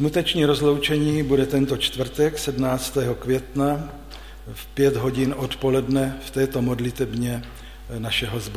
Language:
Czech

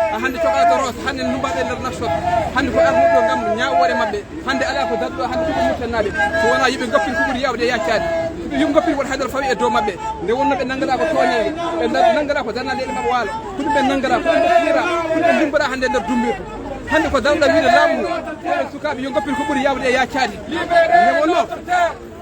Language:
Fula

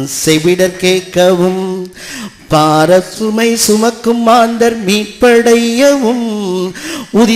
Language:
Tamil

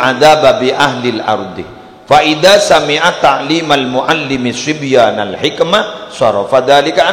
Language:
Madurese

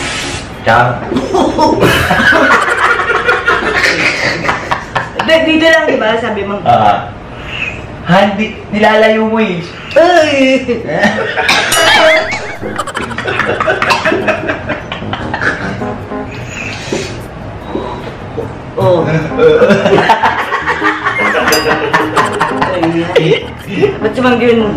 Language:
Filipino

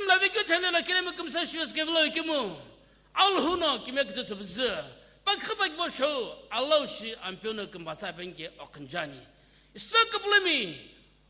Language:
Sumi Naga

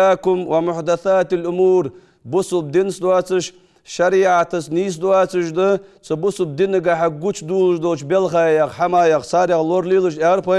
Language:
Ingush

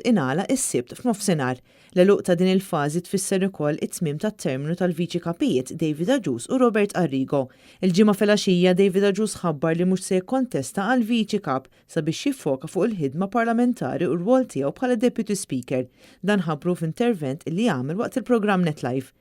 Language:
Maltese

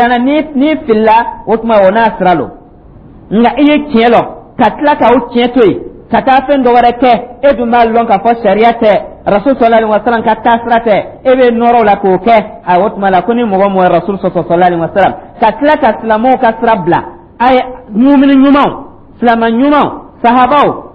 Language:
Dyula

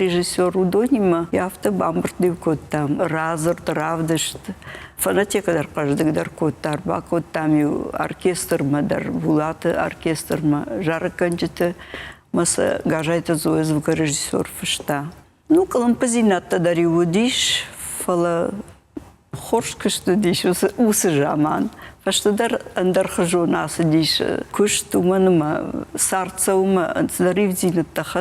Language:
Ossetic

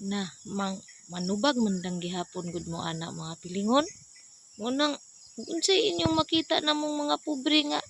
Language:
Cebuano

